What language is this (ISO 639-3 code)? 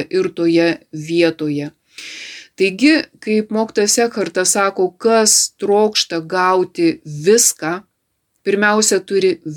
lit